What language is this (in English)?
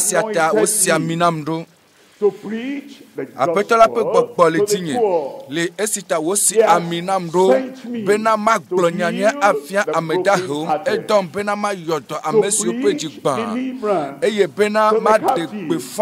Ewe